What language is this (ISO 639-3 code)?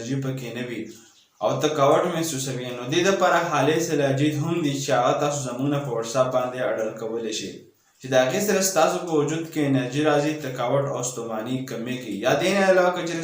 pus